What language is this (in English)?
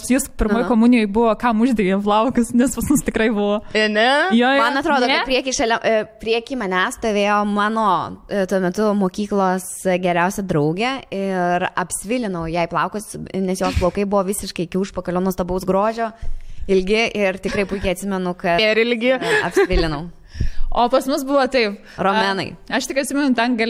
Lithuanian